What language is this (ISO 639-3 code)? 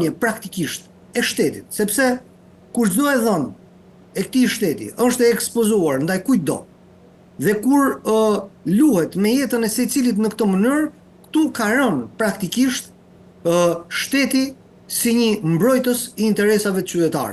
sqi